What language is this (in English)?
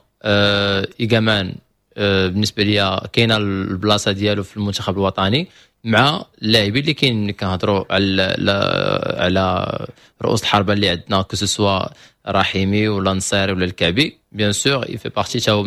Moroccan Arabic